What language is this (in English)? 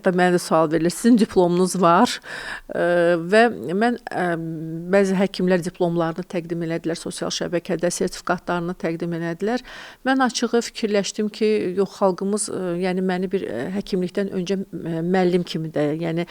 Azerbaijani